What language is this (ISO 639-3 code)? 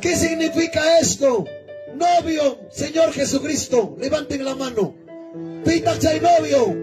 quy